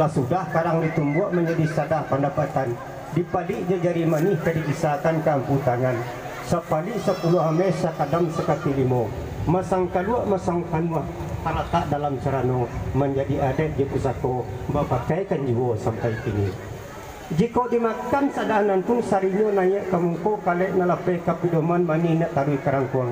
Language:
Minangkabau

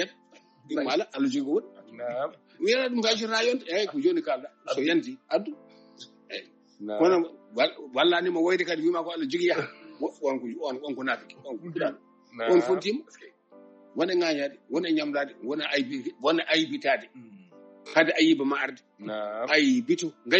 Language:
Fula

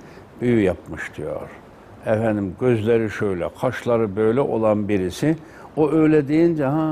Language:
Turkish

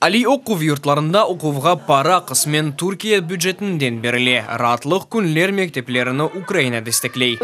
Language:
Crimean Tatar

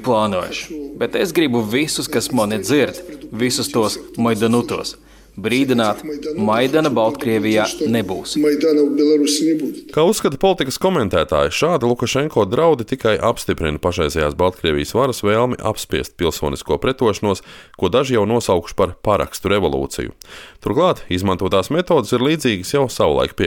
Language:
Latvian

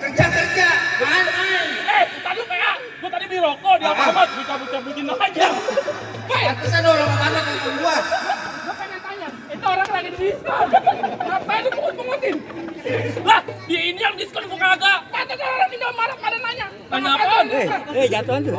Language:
Betawi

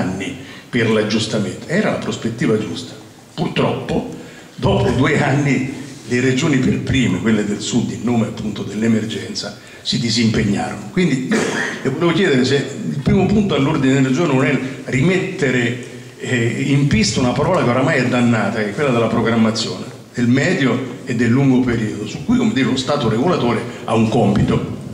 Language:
Italian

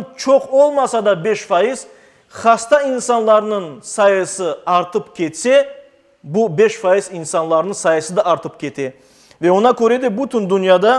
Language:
Crimean Tatar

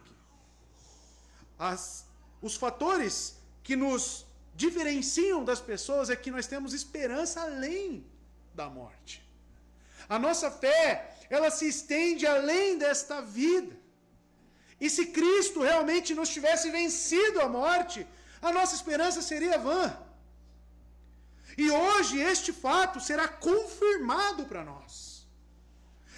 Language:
Portuguese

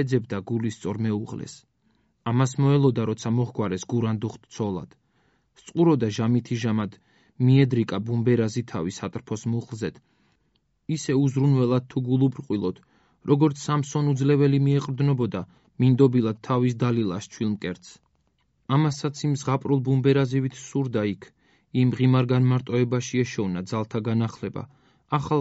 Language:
Georgian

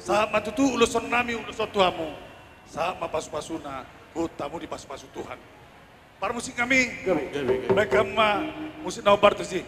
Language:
Batak Toba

